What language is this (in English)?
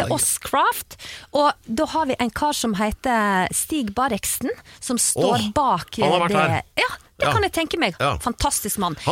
Norwegian